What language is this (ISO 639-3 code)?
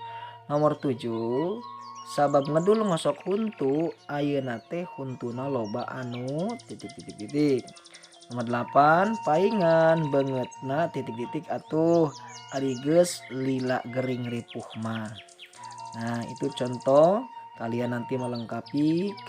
sun